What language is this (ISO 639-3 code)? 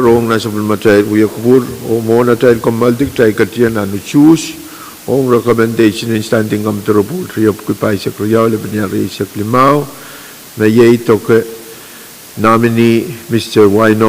pon